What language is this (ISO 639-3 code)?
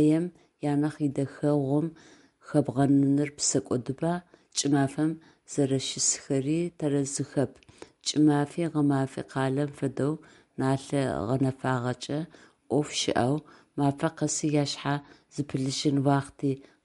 ady